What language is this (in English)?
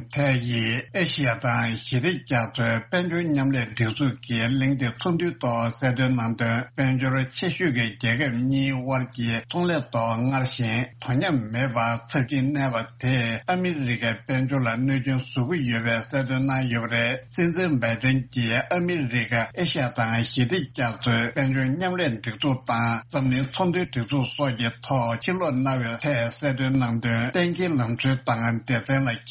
Tibetan